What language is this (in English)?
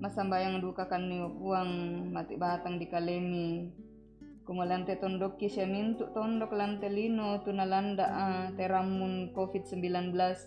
Toraja-Sa'dan